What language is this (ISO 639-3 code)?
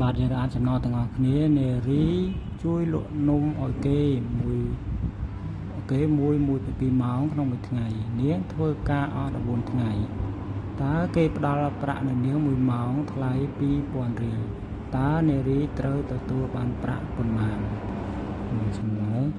khm